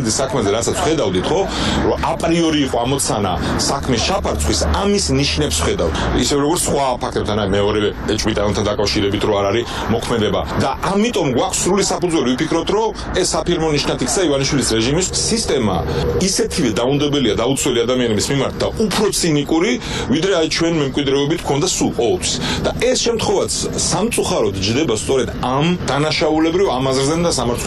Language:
Georgian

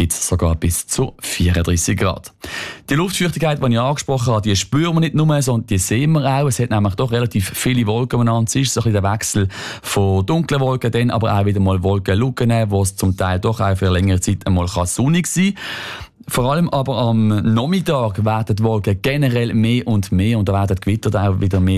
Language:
German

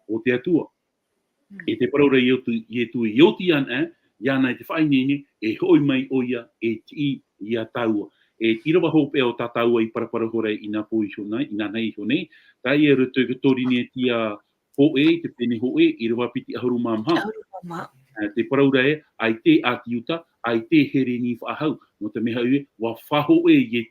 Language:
Tahitian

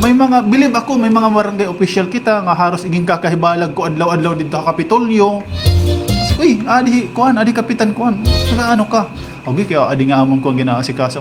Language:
Waray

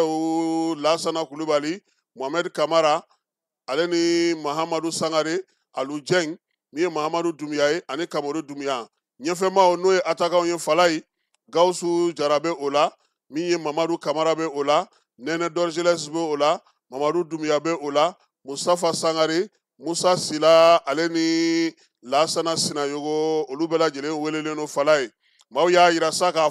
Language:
Bambara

